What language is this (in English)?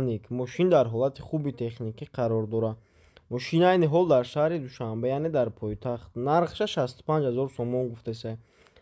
Tajik